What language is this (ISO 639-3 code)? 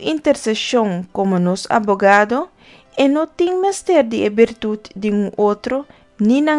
pap